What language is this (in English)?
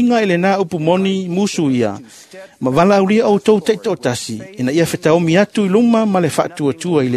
Samoan